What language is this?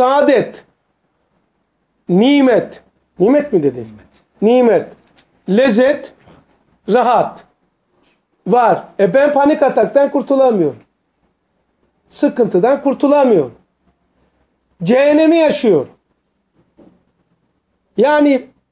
Turkish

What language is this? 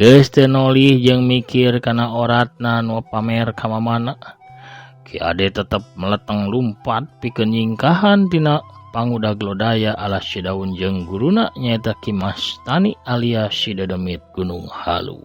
Sundanese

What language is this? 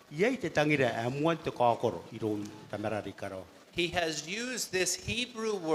Gilbertese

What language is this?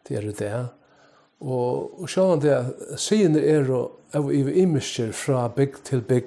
Faroese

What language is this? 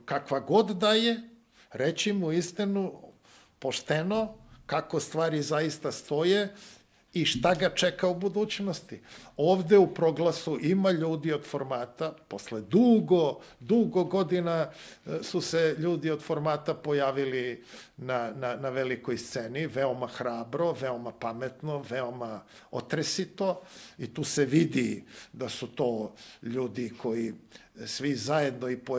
Serbian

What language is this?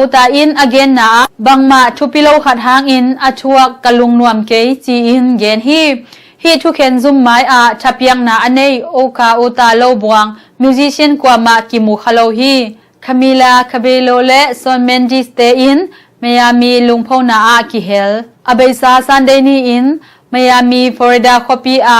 Tedim Chin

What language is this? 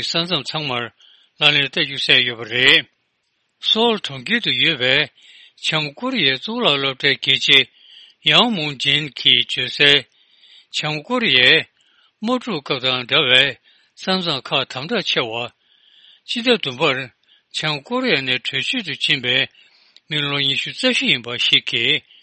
Tibetan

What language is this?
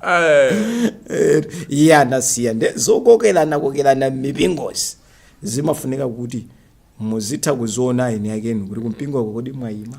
Nyanja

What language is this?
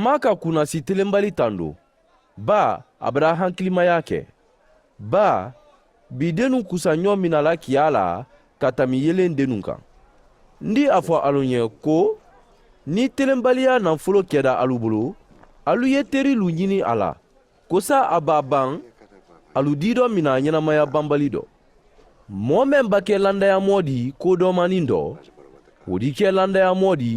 Mandingo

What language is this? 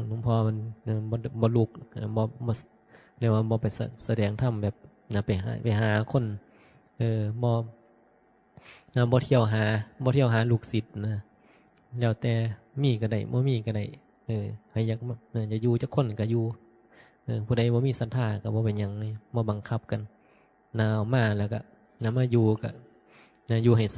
Northeastern Thai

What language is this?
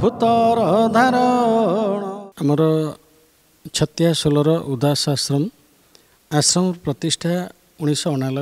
Odia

